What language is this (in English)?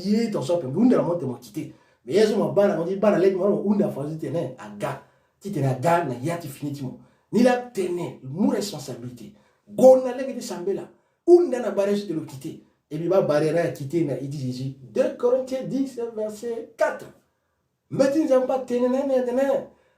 Sango